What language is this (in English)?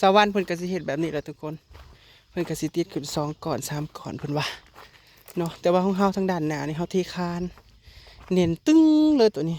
Northeastern Thai